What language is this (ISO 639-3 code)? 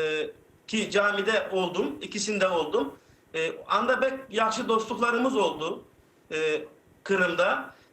crh